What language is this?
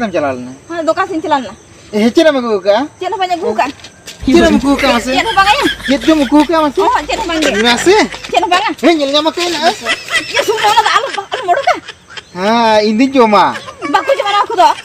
Santali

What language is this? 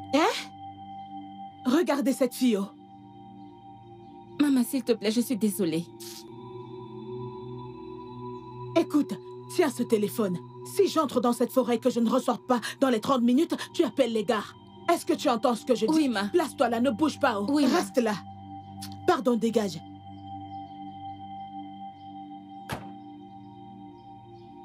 French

